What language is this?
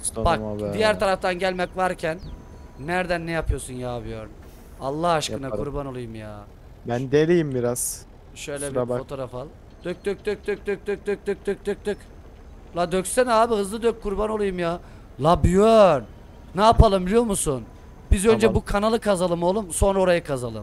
Turkish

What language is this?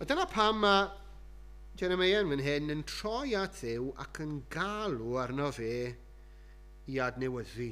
Welsh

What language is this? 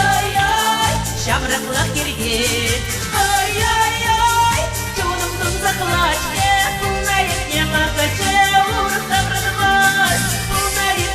Chuvash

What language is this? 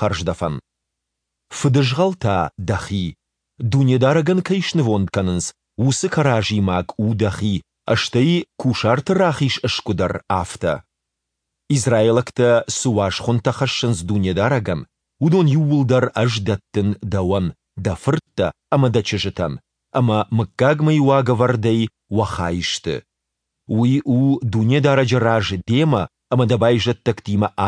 Ossetic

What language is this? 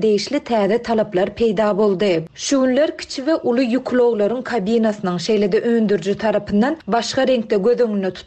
Turkmen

